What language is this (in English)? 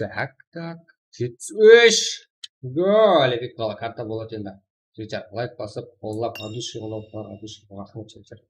Kara-Kalpak